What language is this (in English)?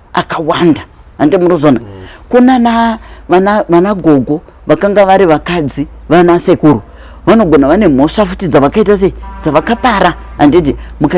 Shona